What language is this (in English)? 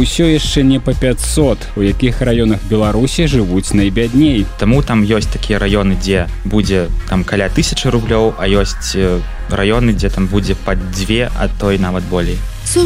Belarusian